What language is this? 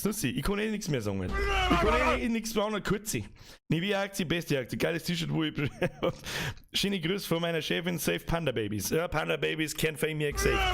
Bavarian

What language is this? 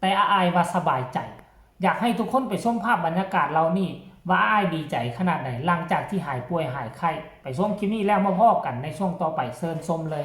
Northeastern Thai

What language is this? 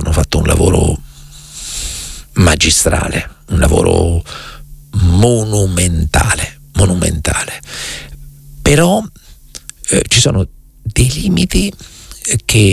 Italian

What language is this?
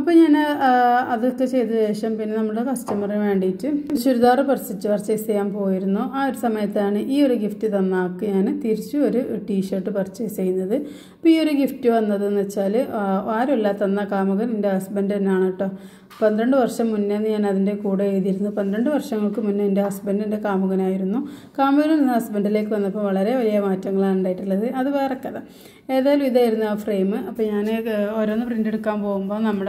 Malayalam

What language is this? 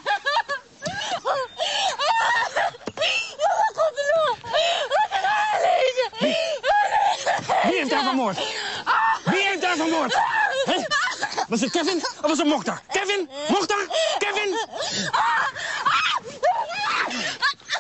Dutch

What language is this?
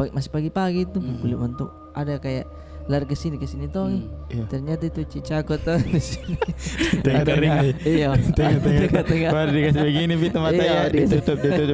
Makassar Malay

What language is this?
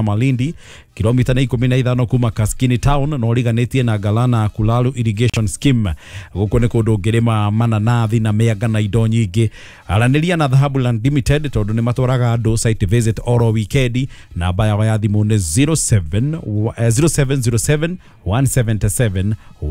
Kikuyu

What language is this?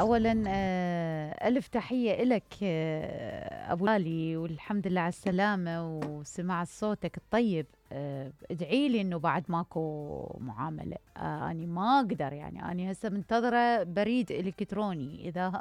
Mesopotamian Arabic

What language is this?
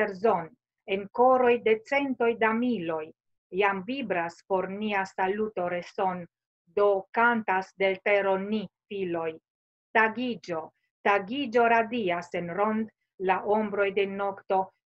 Esperanto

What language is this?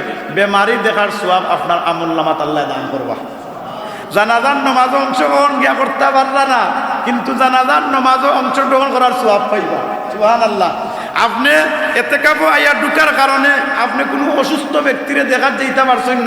Sylheti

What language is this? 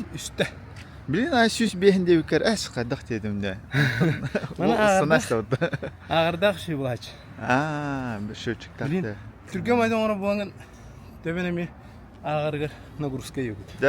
Yakut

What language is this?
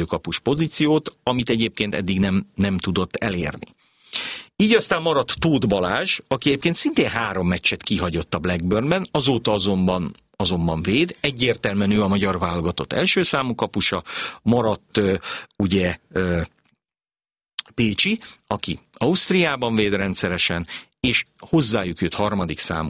Hungarian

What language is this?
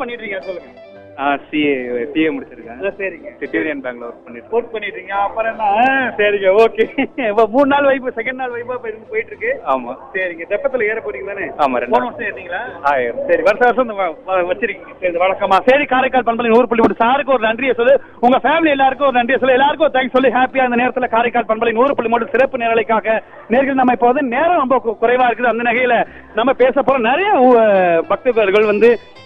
Tamil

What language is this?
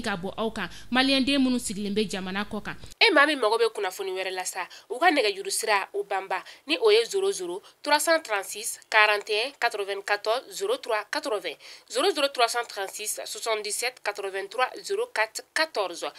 Bambara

